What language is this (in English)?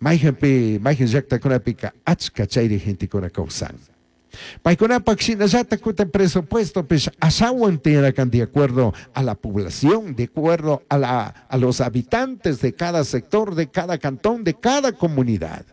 Chimborazo Highland Quichua